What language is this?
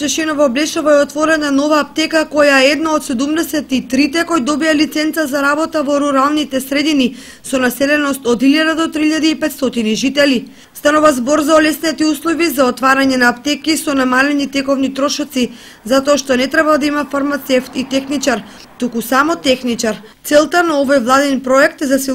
Macedonian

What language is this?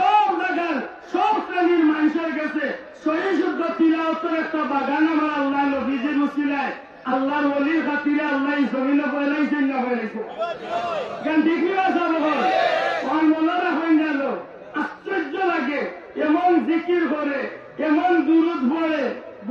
Sylheti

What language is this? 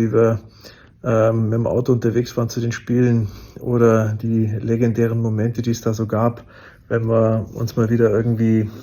German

